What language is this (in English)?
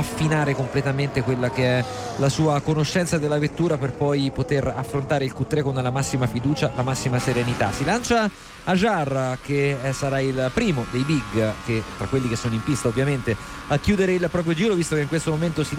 Italian